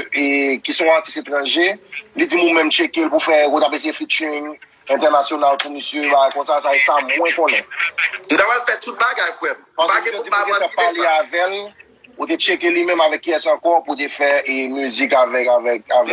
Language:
Haitian Creole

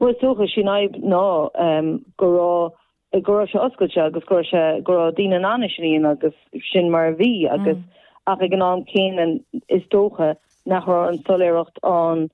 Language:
Irish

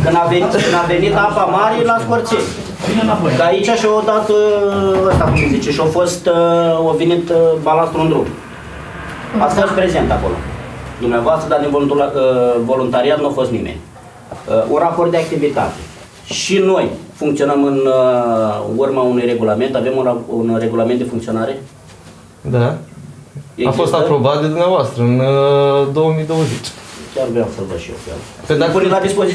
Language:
Romanian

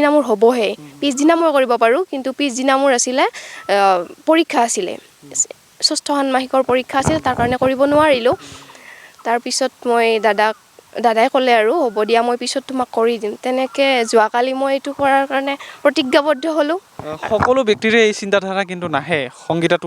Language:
Assamese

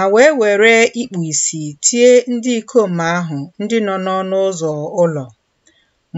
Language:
Igbo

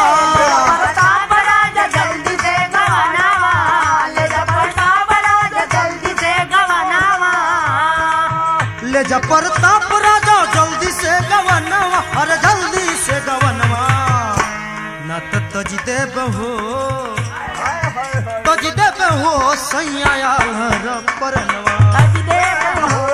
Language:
Bhojpuri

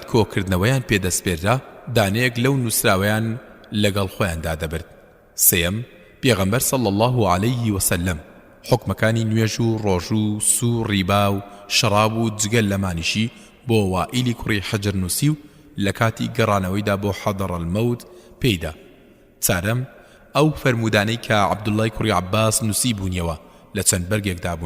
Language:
Central Kurdish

